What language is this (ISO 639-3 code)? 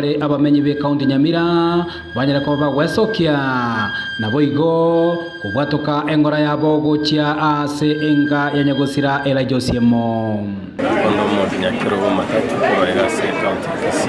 guz